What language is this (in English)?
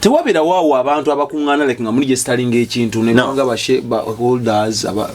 Ganda